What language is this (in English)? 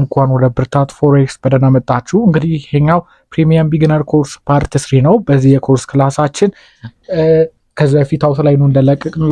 Amharic